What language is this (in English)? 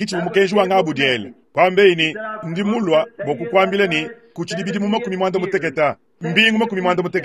Luba-Lulua